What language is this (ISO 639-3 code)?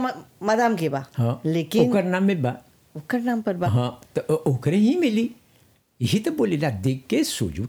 bho